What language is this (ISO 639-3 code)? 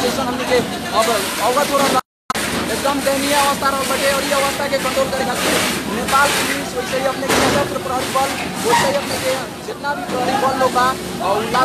bho